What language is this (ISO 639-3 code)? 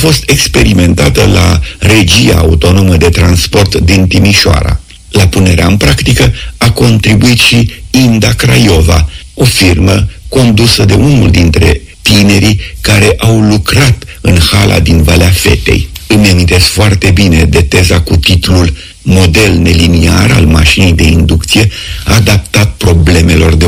ron